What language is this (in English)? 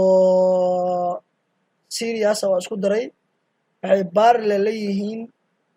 Somali